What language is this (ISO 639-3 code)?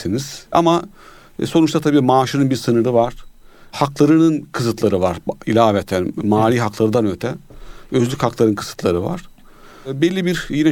tur